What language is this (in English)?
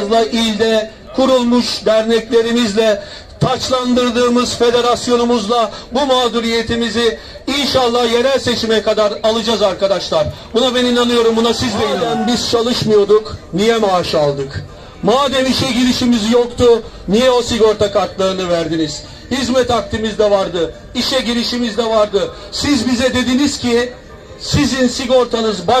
Turkish